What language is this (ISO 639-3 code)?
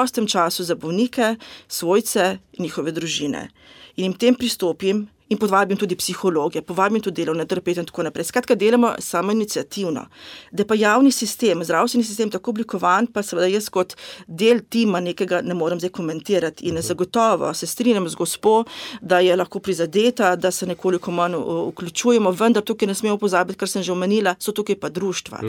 slv